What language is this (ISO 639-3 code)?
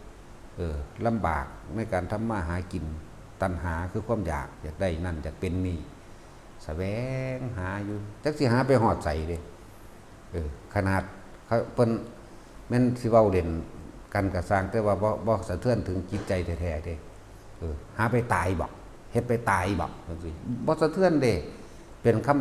tts